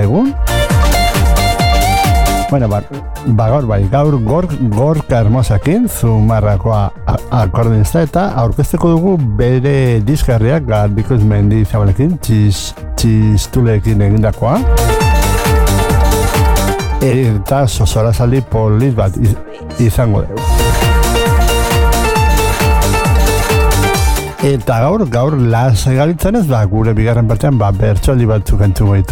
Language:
Basque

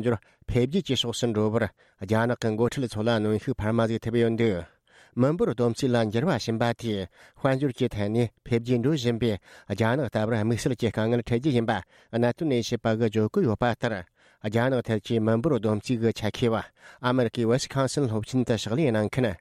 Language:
Tibetan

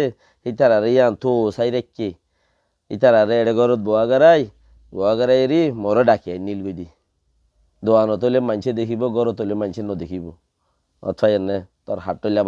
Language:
Rohingya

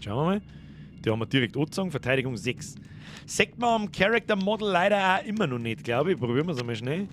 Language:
Bavarian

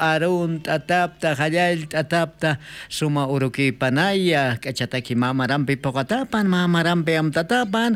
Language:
Aymara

